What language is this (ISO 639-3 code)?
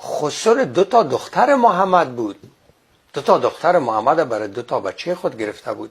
fas